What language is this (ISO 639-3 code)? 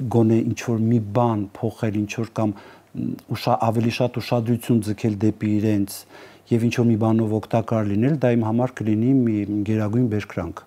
hye